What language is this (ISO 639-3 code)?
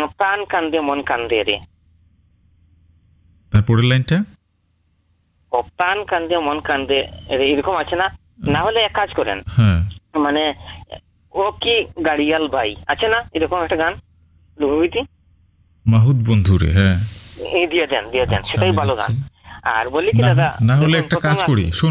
ben